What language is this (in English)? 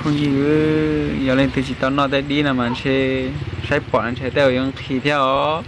Hmong